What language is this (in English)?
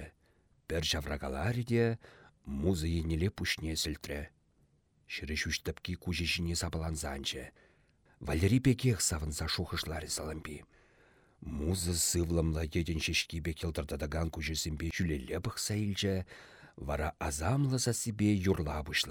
Chuvash